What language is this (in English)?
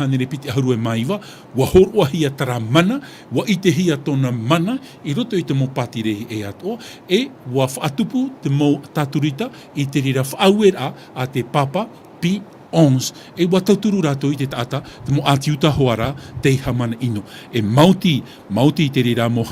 Tahitian